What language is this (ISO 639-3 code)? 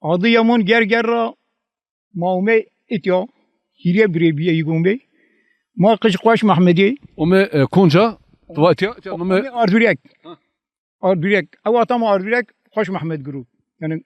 zza